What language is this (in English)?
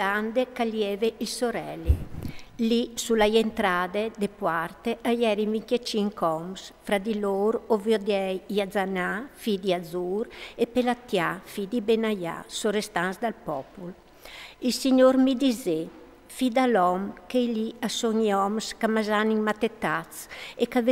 Friulian